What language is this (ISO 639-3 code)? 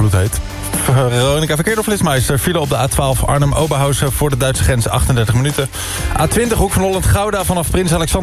nld